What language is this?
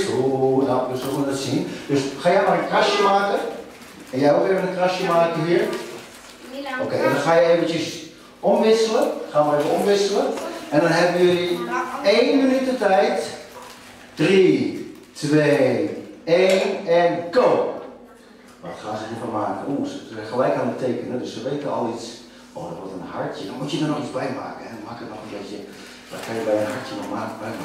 Dutch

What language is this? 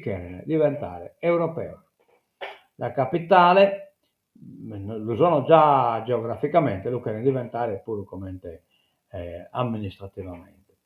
Sardinian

